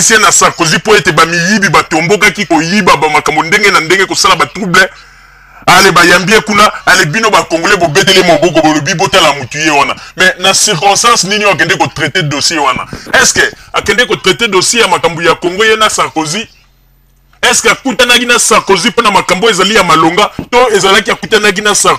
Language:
Lingala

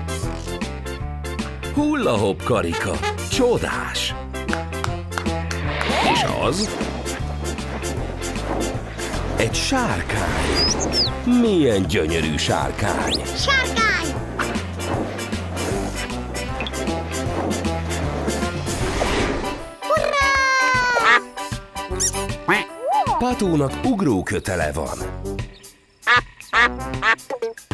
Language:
Hungarian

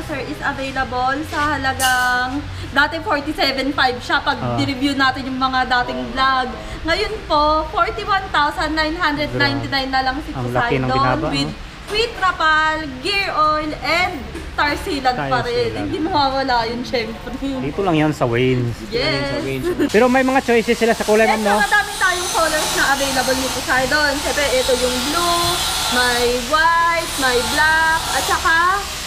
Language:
Filipino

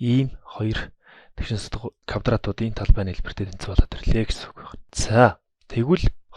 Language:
Mongolian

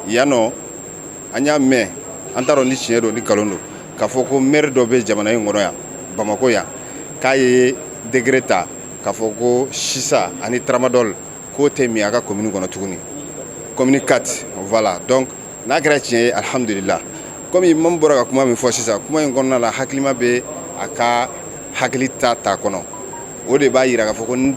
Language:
Bambara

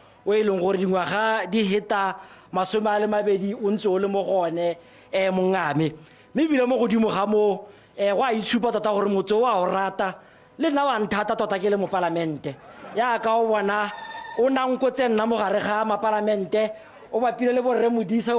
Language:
Tswana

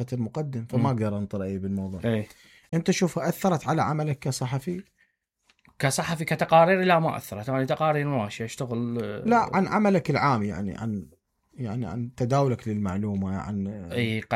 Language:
Mesopotamian Arabic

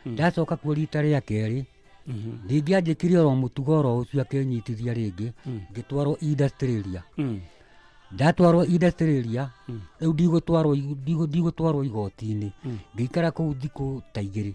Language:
Kikuyu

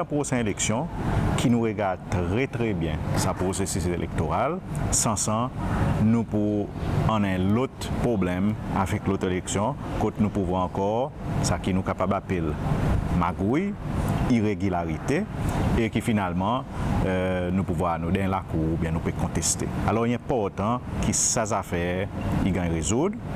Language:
Seselwa Creole French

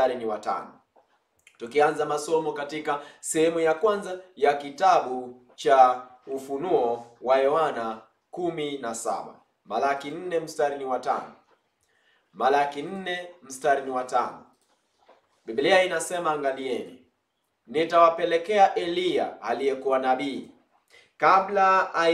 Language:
Swahili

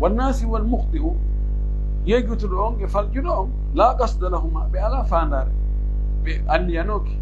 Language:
Pular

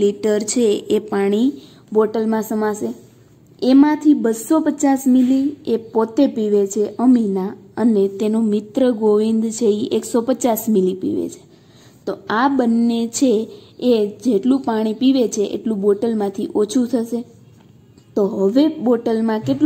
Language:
Gujarati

